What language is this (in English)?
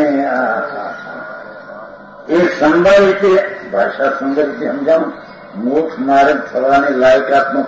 Gujarati